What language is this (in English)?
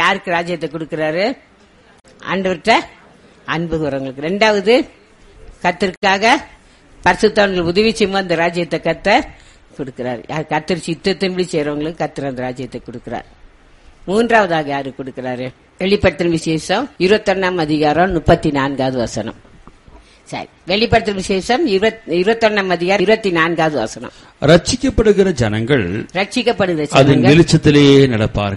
Tamil